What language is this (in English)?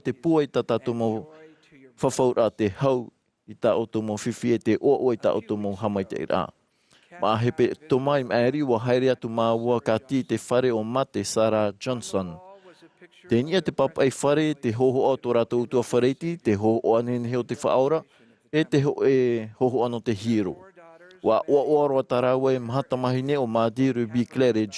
Tahitian